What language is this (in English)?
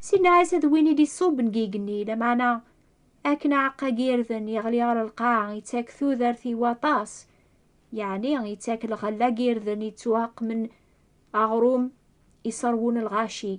Kabyle